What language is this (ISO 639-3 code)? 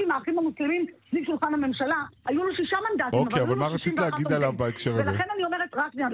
heb